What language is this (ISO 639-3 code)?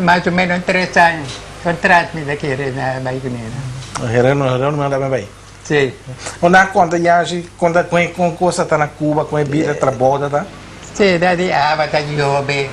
pap